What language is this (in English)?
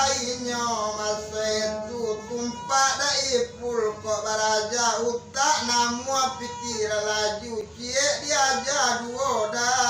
Minangkabau